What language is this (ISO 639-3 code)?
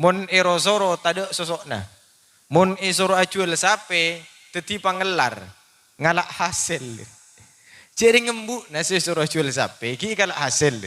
mad